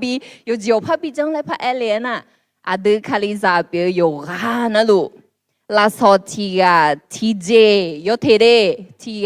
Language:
Akha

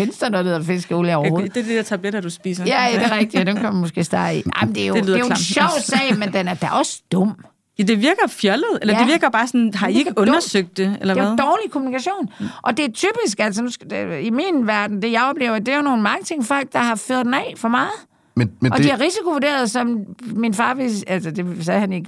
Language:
Danish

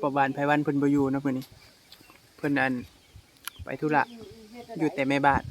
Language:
Northeastern Thai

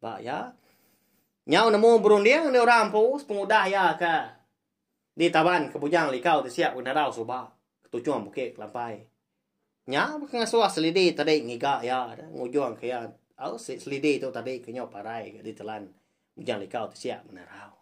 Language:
Iban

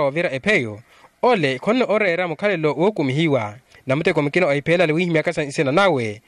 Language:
Makhuwa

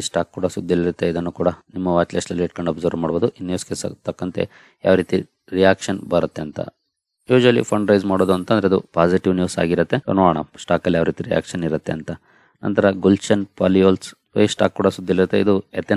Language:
Kannada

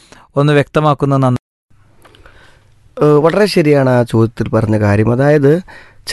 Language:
Malayalam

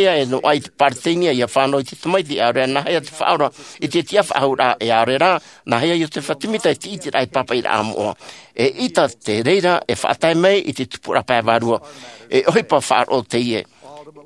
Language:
Tahitian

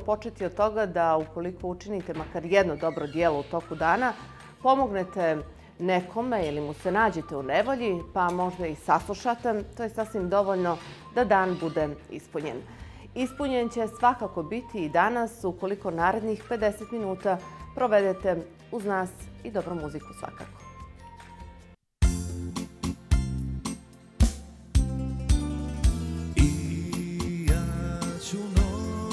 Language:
Bosnian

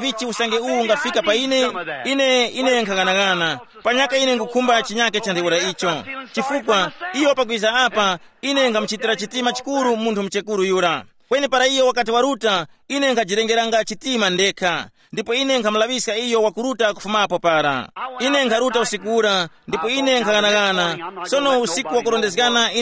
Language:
Tumbuka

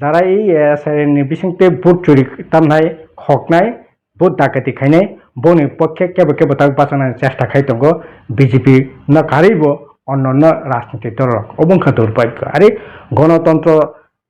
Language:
Kok Borok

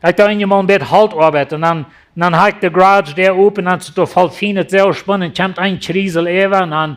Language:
Plautdietsch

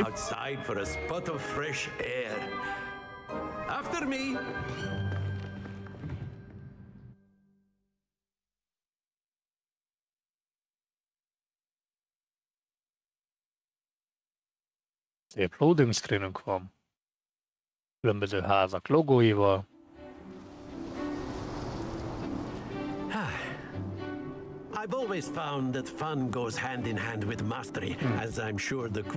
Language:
Hungarian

